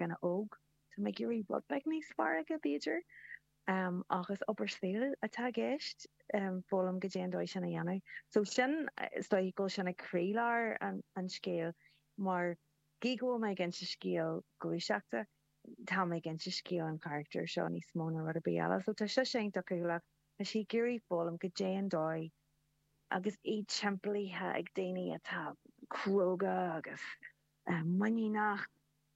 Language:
Irish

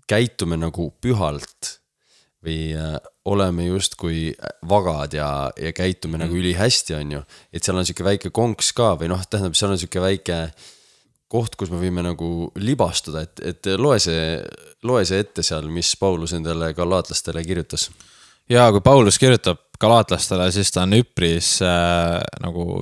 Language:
Estonian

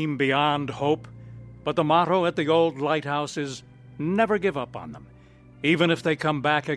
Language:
English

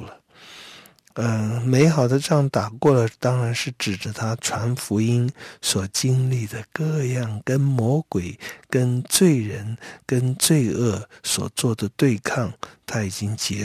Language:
Chinese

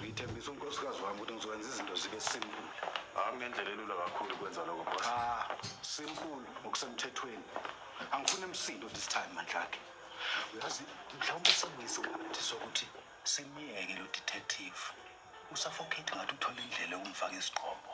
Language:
Zulu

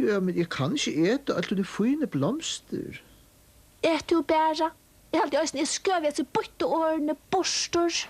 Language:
Faroese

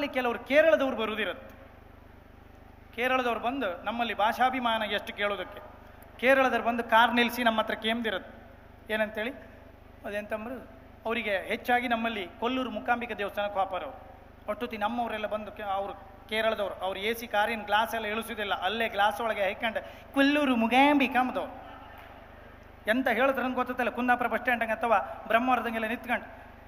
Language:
Kannada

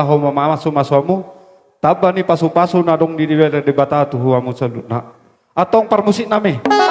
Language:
Batak Toba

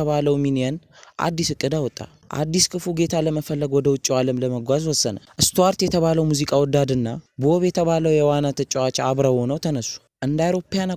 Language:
Amharic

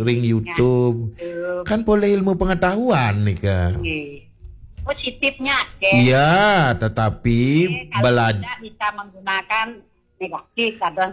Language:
Balinese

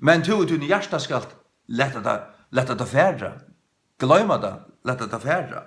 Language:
Faroese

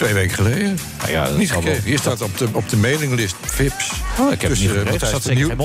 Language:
Dutch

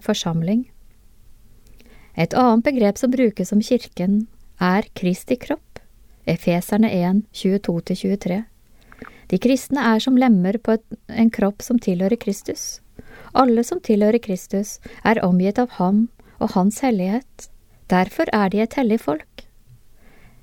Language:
Norwegian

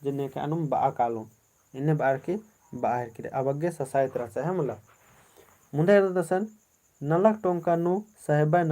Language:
Kurukh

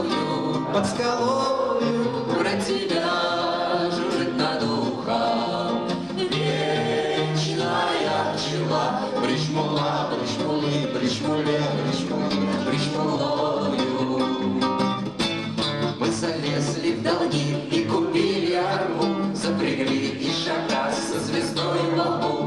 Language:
Russian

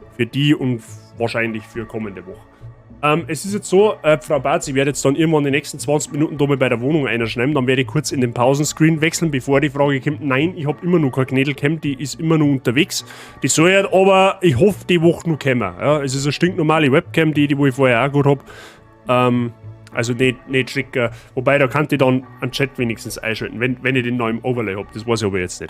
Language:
Bavarian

